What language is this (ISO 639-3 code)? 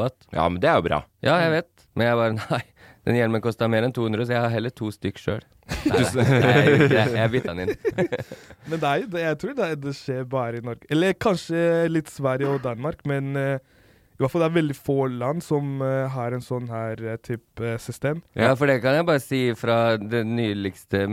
nor